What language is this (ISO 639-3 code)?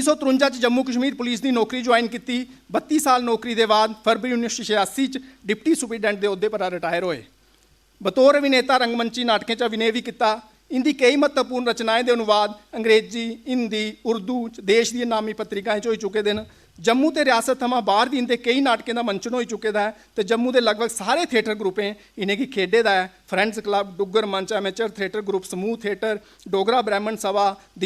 doi